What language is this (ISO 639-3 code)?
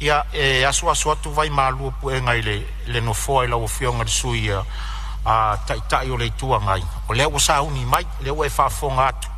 smo